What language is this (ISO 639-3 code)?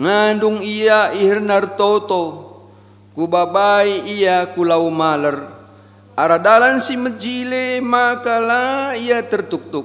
btx